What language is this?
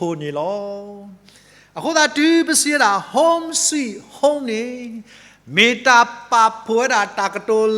S'gaw Karen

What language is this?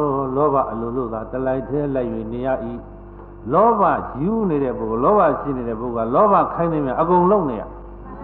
Burmese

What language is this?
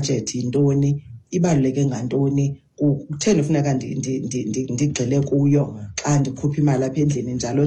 Xhosa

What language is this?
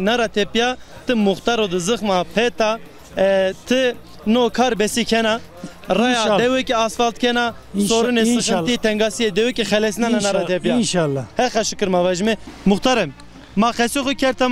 Zaza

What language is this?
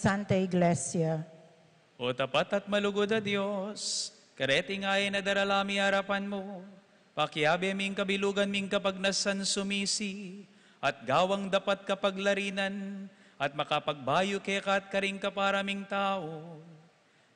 Pampanga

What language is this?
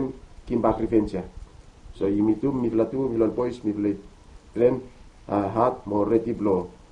Bislama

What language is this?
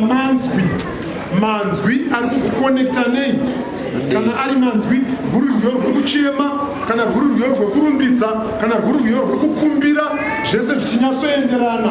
Shona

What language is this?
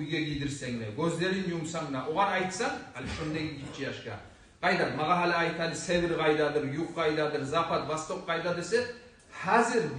Kumyk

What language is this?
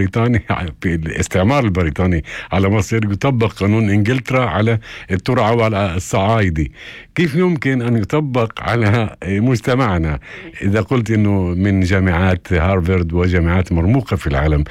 North Levantine Arabic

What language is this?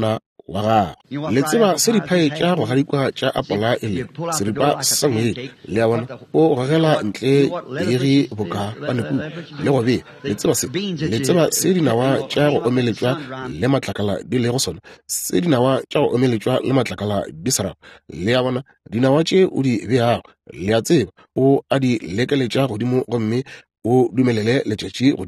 Northern Sotho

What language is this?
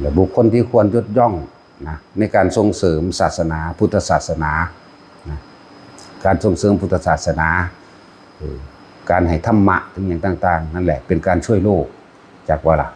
Northeastern Thai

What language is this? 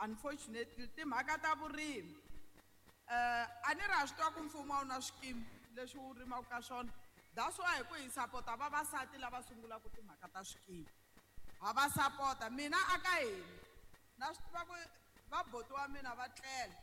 Tsonga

